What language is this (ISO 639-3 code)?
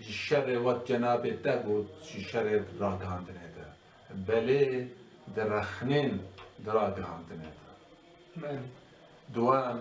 kur